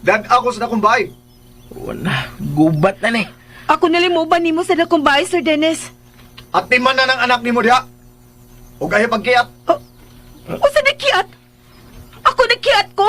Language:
Cebuano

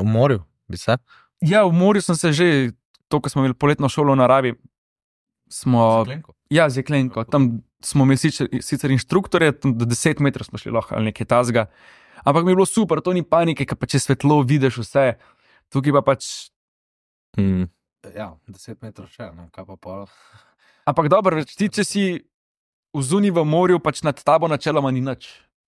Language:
Slovenian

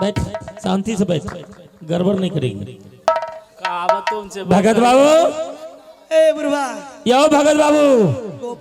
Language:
Maithili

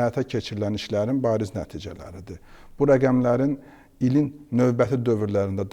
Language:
Azerbaijani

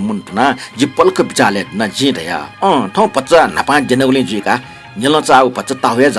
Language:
Newari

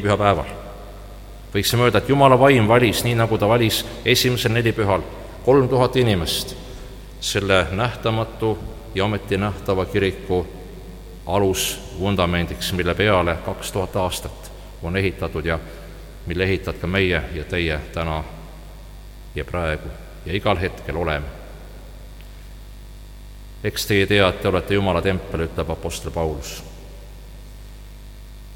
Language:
Estonian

